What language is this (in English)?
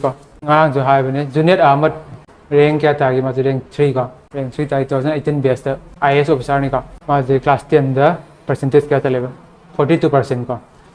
Manipuri